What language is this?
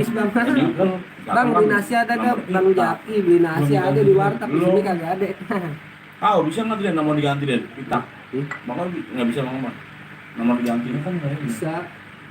Betawi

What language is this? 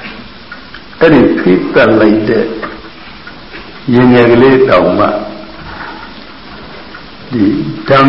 Burmese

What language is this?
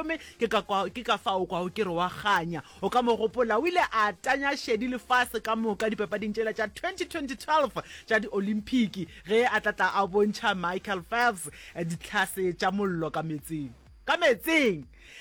Northern Sotho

